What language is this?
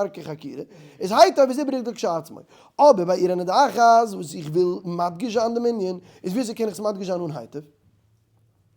Yiddish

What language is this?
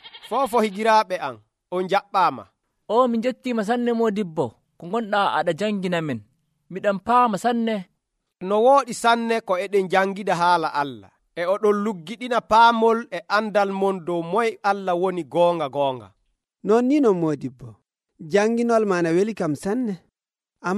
Nigerian Fulfulde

